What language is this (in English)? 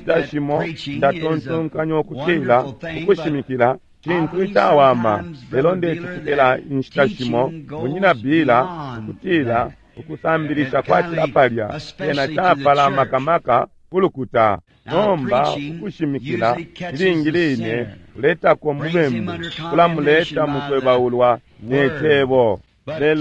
Bemba